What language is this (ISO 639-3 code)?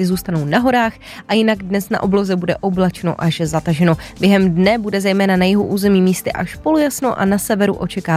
ces